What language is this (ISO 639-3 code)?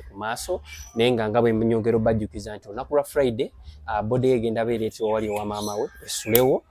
lug